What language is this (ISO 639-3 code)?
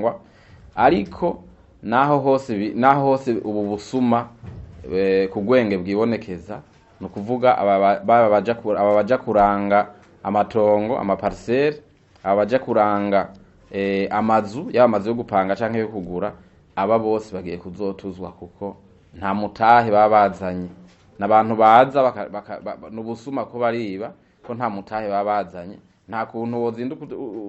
run